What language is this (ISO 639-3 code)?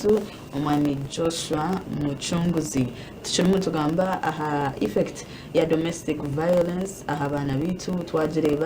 nyn